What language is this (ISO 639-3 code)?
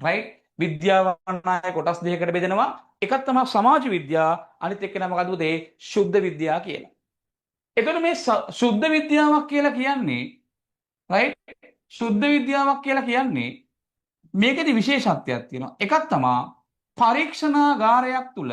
sin